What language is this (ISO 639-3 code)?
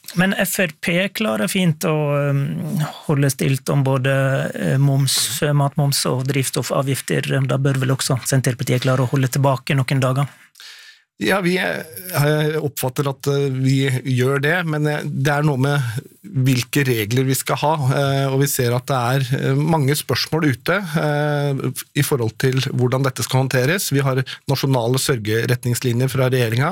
nor